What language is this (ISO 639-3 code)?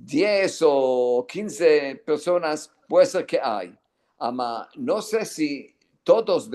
lad